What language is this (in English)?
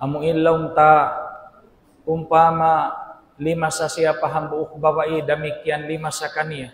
Tausug